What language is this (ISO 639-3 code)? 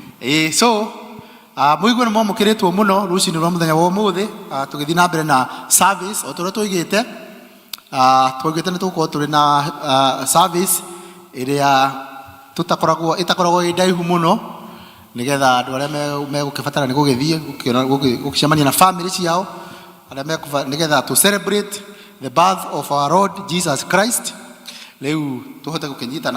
kik